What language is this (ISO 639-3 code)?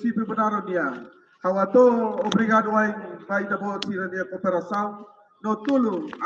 tet